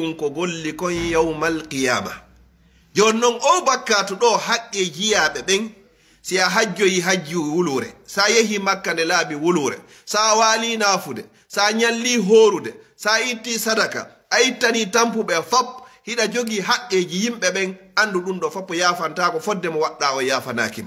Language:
Fula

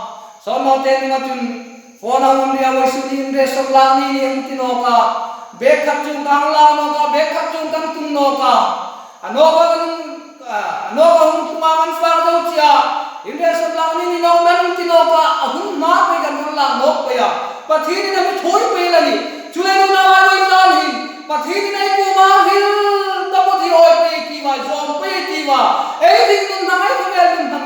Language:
Hmar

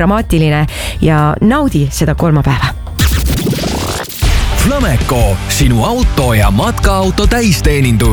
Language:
Estonian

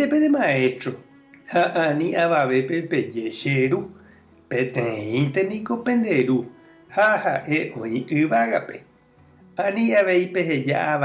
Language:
Guarani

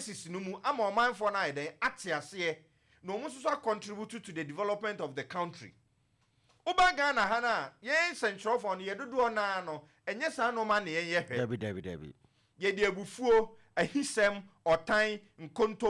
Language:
Akan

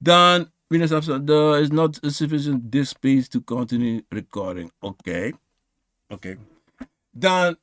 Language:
Sranan Tongo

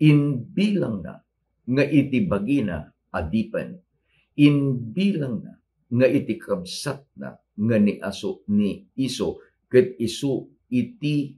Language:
Iloko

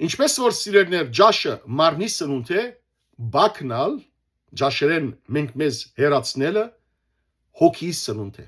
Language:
Western Armenian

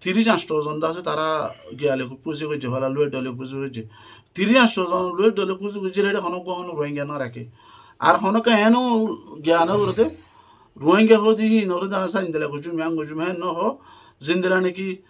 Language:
Rohingya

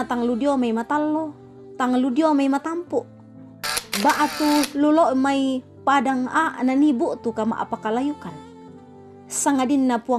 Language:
Toraja-Sa'dan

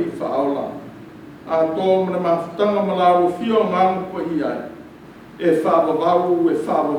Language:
Samoan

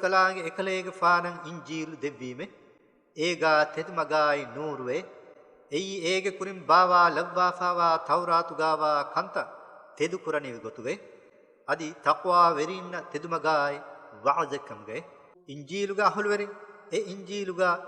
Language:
Divehi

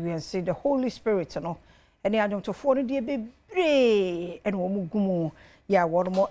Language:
Akan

